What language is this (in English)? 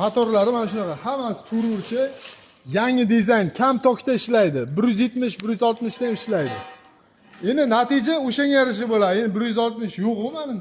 Uzbek